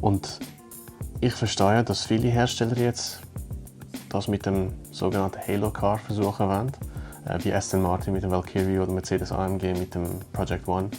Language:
Swiss German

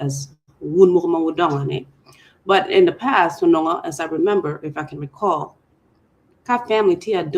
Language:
Acoli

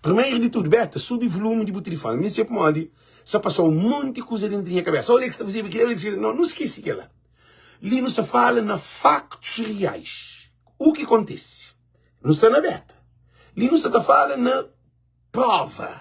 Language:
Kabuverdianu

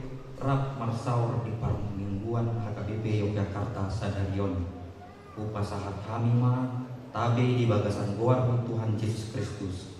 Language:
Batak Toba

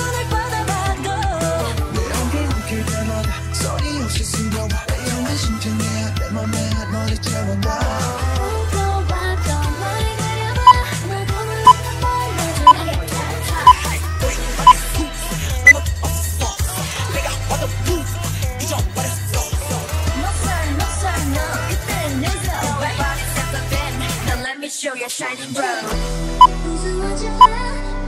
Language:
Korean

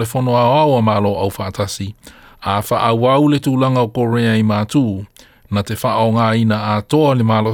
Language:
Samoan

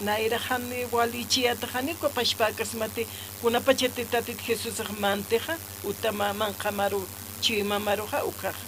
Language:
Aymara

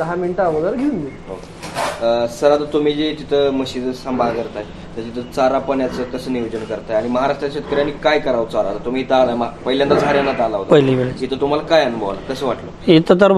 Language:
Marathi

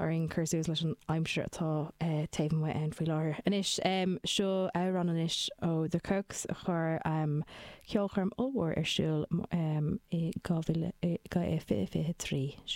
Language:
Irish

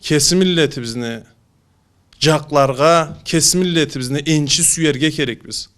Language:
Karachay-Balkar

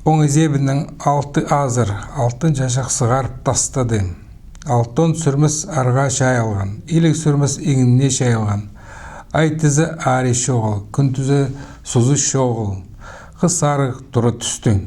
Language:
Khakas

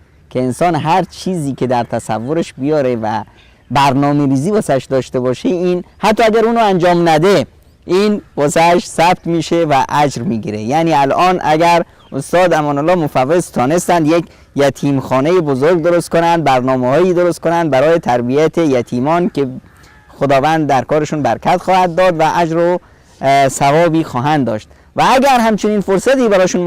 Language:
Persian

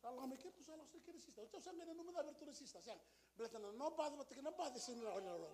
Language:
Fijian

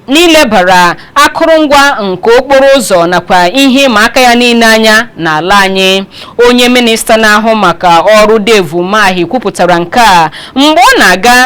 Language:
Igbo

